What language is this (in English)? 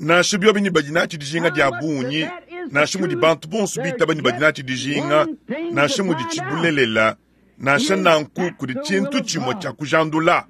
Luba-Lulua